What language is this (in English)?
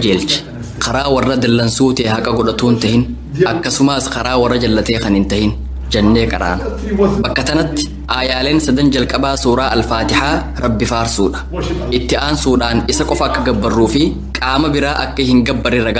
Oromo